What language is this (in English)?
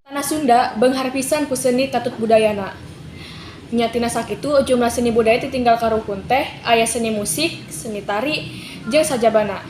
Sundanese